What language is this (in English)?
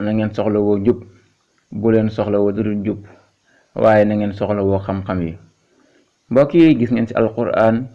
Wolof